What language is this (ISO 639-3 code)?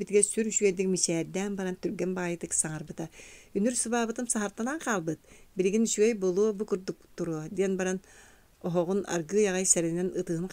sah